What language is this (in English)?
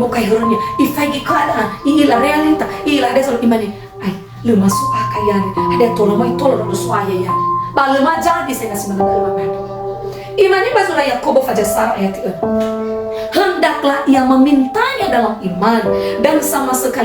Nias